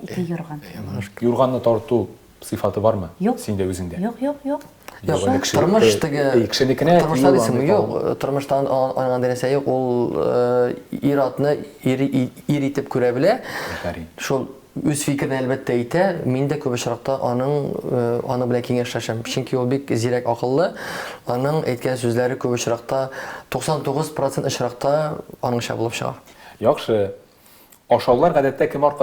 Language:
Tatar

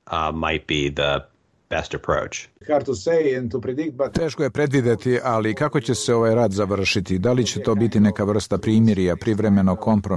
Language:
Croatian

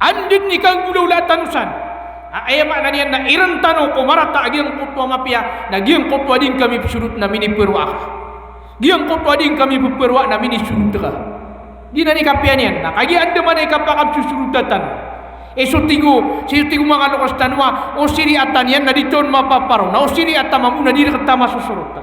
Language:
Maranao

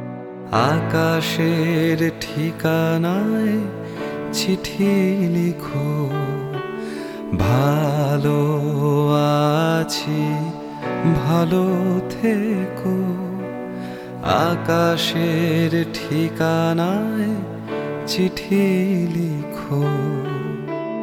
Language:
Bangla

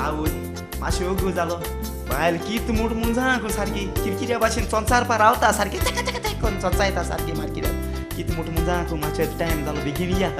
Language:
Konkani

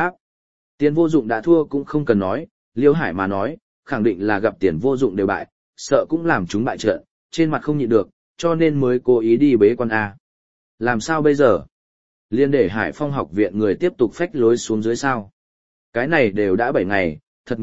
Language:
Vietnamese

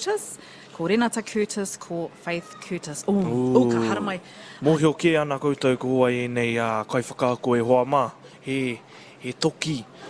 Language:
Māori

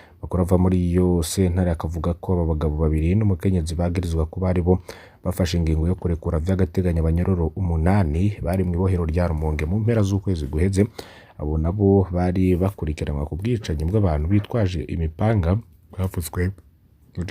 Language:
Rundi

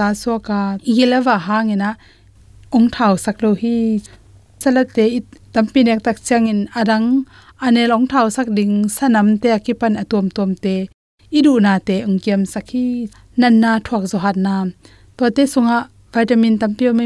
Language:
Tedim Chin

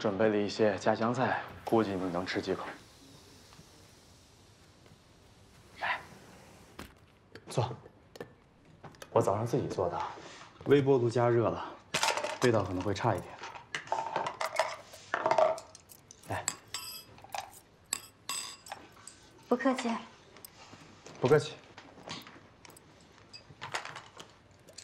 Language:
Chinese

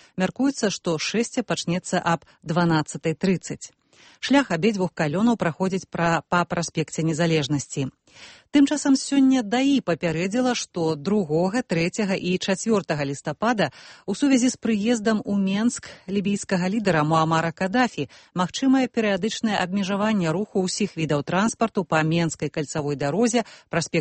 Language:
Belarusian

